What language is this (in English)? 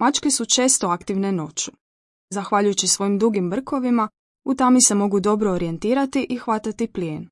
Croatian